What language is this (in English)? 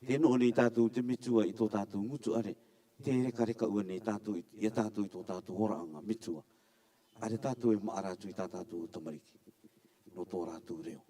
Rarotongan